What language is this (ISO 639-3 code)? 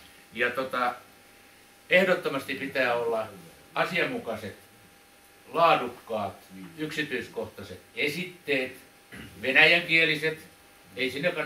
fin